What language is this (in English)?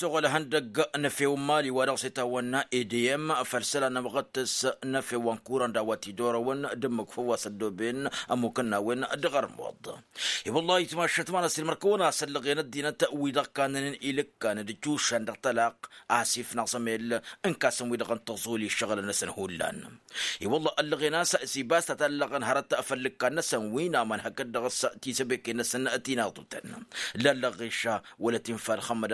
Tamasheq